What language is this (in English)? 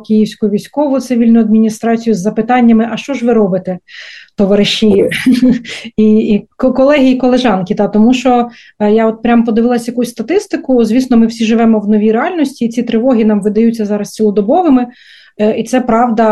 Ukrainian